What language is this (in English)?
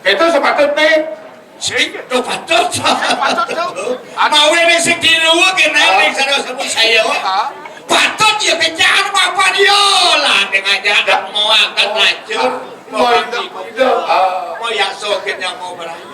Balinese